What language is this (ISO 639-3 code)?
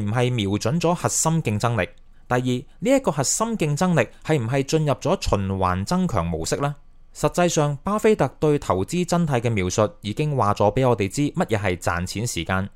yue